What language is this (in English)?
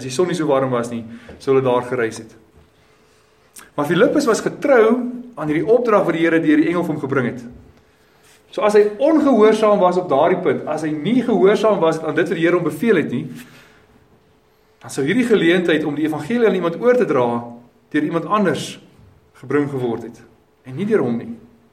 Afrikaans